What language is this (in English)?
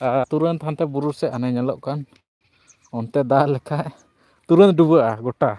Santali